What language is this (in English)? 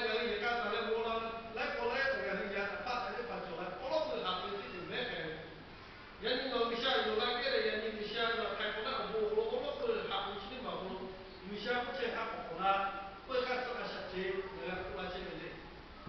Lahu